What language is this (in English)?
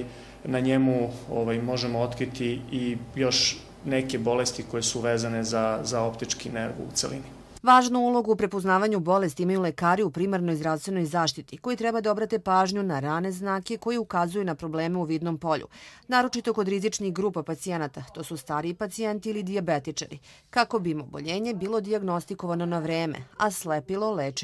Serbian